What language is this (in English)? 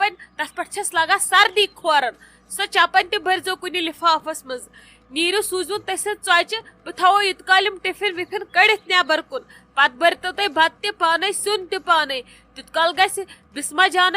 Kashmiri